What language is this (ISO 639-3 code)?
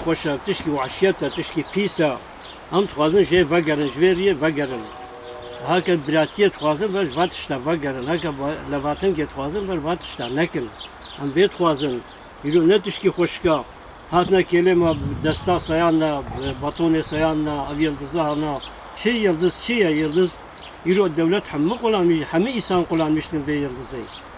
kur